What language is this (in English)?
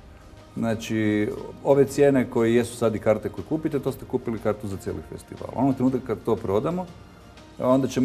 Croatian